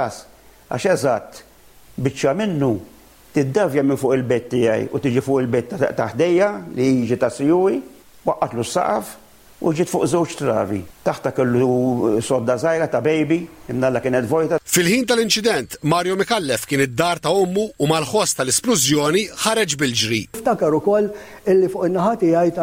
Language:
Maltese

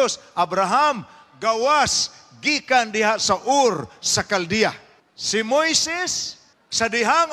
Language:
Cebuano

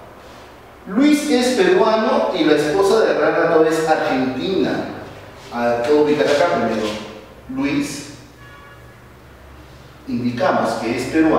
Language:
Spanish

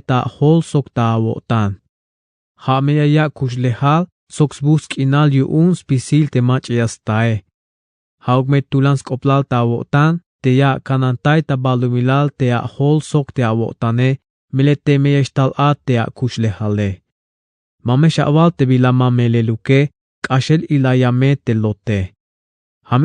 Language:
Tzeltal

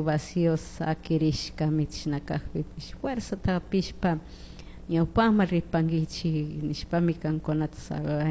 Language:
Chimborazo Highland Quichua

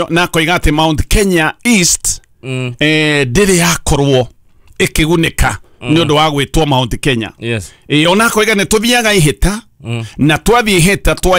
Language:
Kikuyu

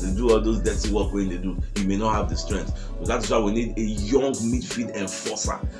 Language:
Nigerian Pidgin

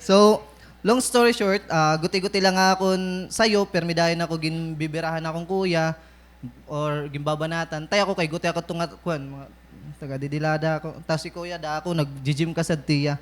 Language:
Waray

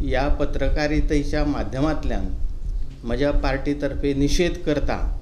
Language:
Konkani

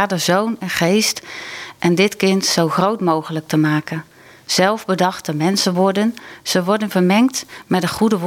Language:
Dutch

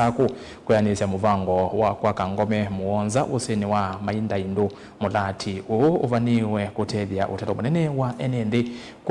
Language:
Kamba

